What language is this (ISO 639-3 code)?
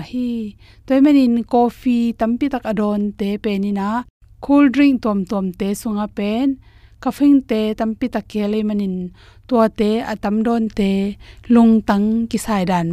ctd